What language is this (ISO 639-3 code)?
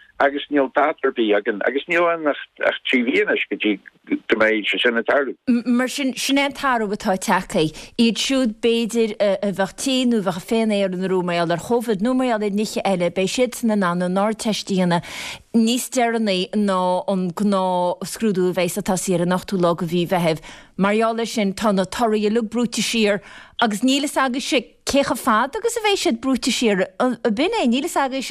gle